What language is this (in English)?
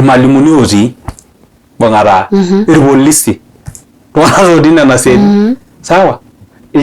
Masai